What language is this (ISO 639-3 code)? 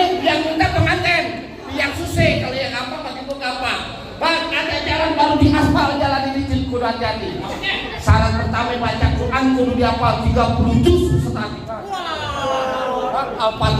bew